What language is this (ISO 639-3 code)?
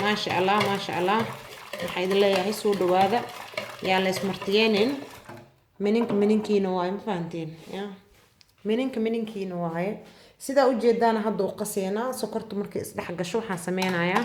som